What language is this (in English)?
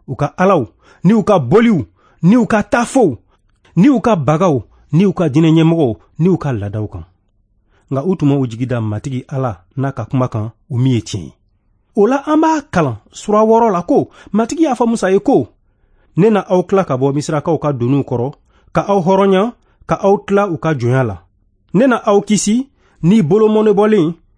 Bambara